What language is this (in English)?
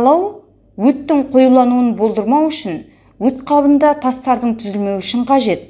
Kazakh